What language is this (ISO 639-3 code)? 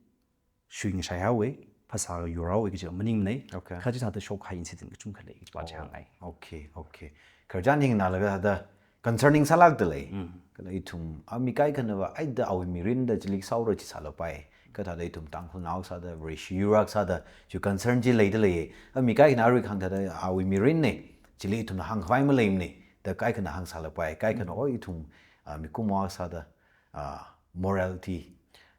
nmf